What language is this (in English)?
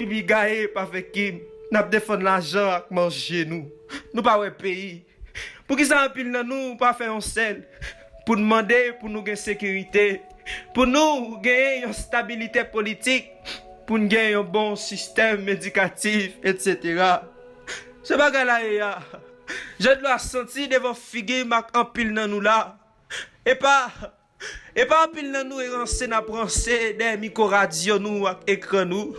Haitian Creole